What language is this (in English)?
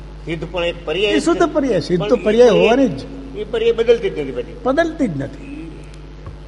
Gujarati